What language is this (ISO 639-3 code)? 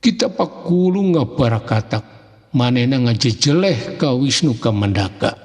sun